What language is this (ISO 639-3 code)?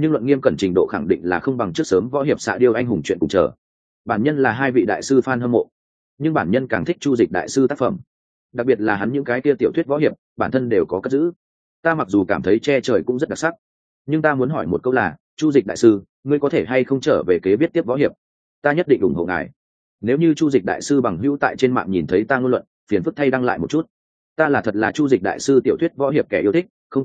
vie